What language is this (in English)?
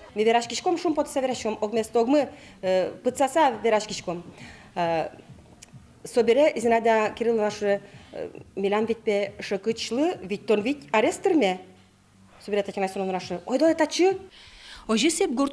Udmurt